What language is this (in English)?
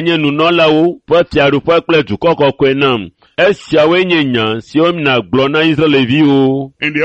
Ewe